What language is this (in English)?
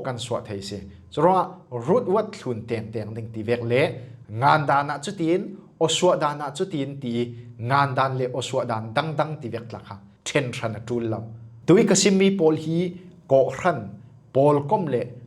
Falam Chin